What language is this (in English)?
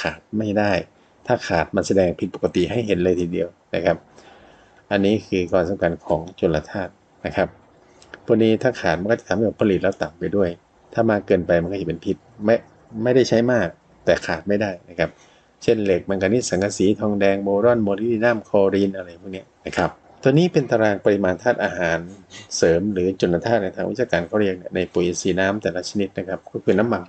Thai